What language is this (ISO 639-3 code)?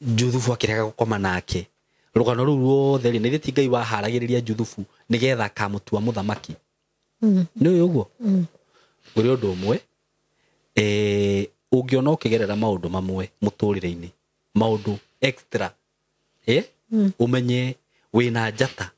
kik